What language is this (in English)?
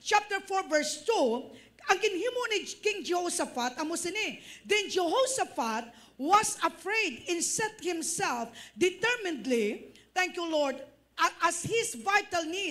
Hiligaynon